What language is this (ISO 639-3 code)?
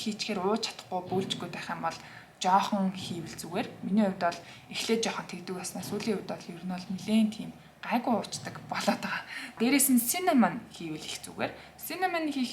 mon